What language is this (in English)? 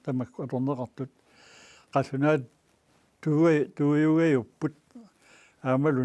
Kalaallisut